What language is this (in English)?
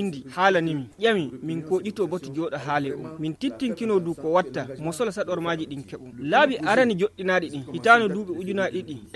Nigerian Fulfulde